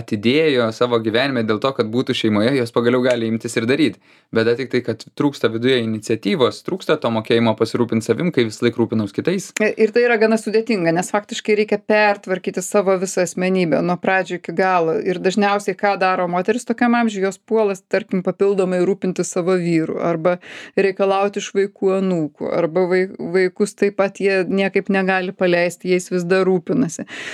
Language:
Lithuanian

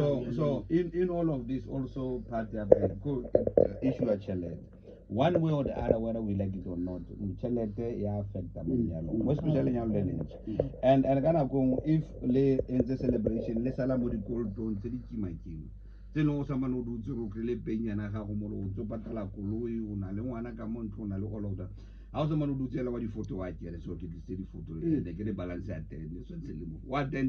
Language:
Tswana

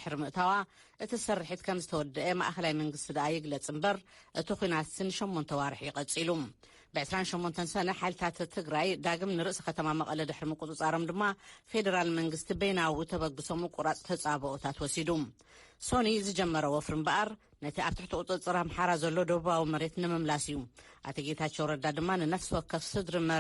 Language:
Tigrinya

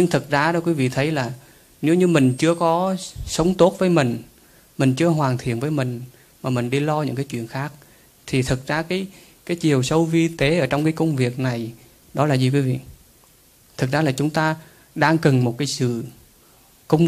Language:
Vietnamese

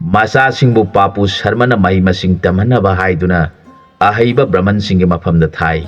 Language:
Manipuri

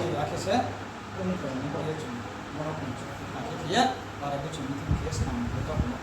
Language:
Riang (India)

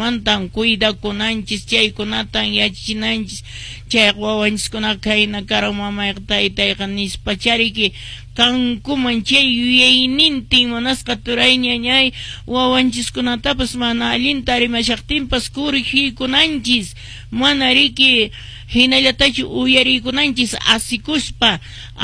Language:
Quechua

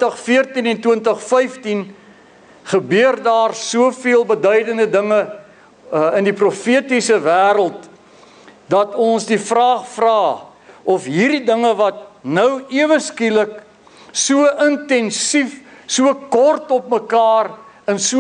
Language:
Afrikaans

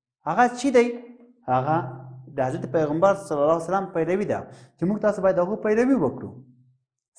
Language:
Pashto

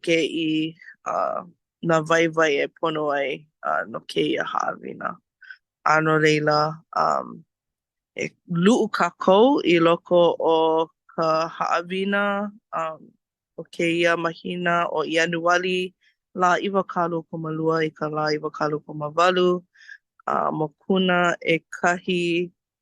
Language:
Hawaiian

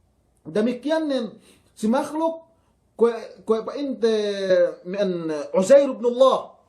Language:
Yakan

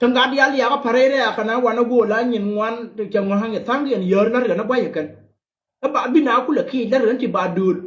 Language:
Nuer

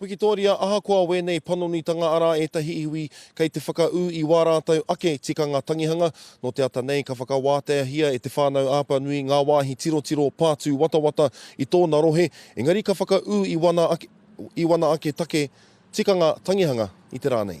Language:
Māori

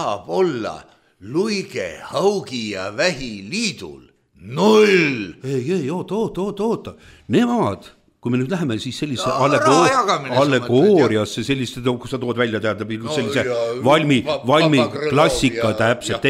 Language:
Estonian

